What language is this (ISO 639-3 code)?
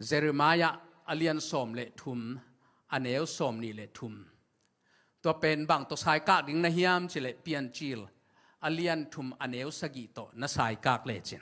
ctd